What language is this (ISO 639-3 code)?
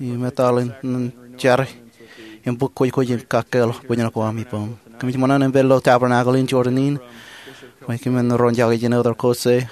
mah